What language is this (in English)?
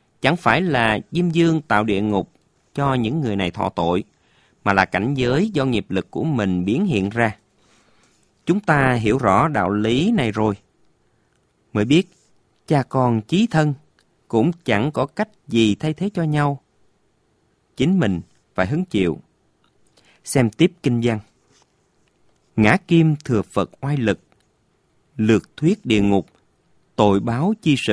Vietnamese